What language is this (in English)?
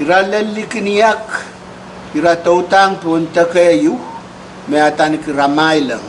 Pohnpeian